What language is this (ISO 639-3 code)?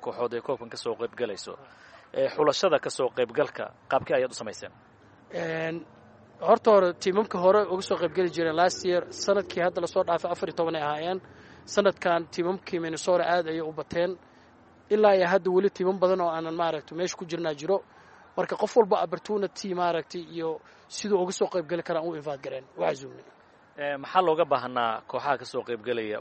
som